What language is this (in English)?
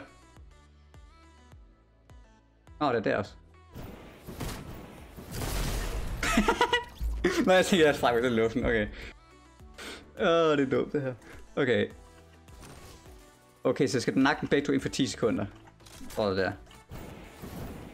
Danish